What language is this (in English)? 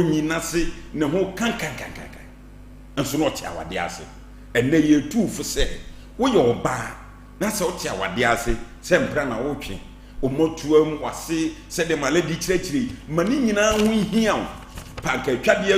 Akan